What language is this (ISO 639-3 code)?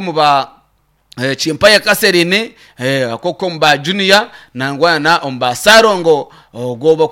nyn